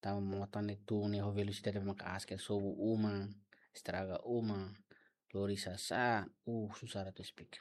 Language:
Tetum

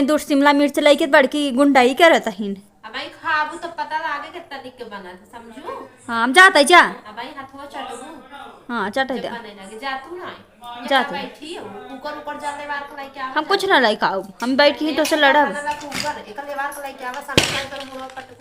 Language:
Awadhi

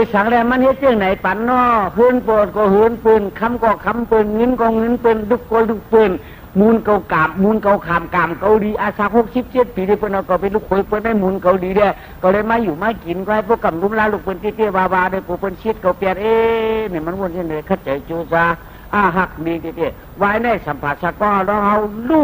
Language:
Shan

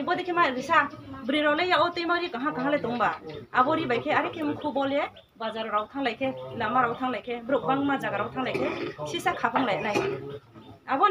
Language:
Riang (India)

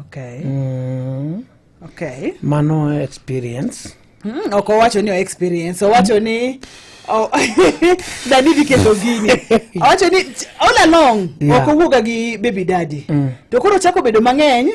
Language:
Luo (Kenya and Tanzania)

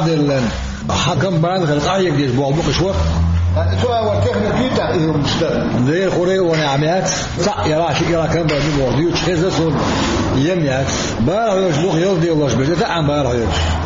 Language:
Chechen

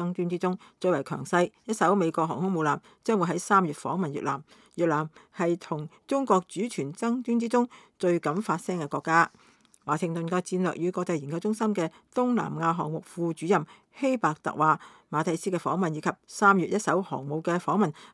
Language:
Cantonese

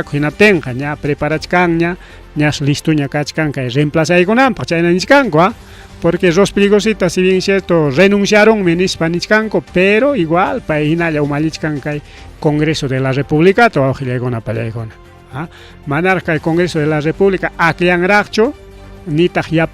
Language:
Ayacucho Quechua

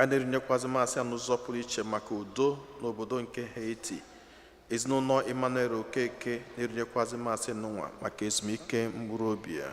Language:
Igbo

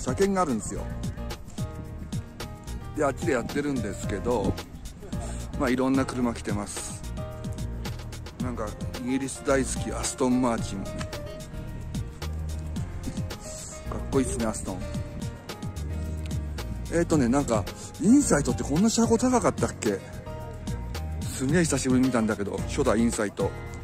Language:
Japanese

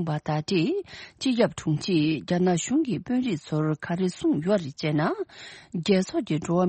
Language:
Tibetan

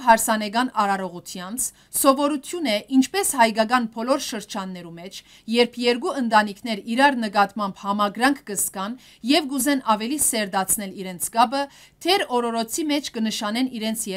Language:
Western Armenian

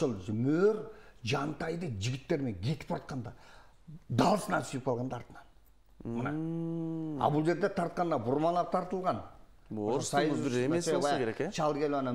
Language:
Kyrgyz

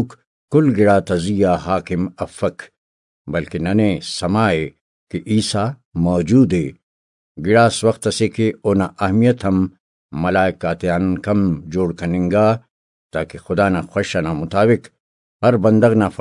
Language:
Brahui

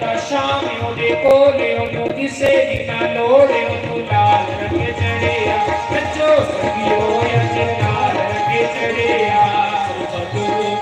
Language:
Dogri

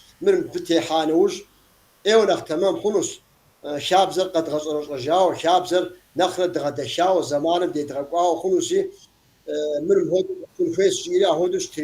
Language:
Kabardian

